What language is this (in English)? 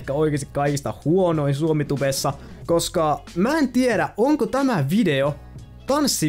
Finnish